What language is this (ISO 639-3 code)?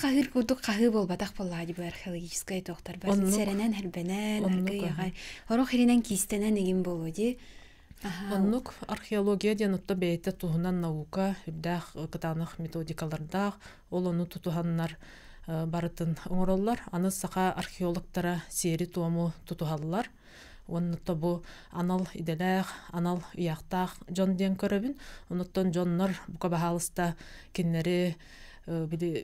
sah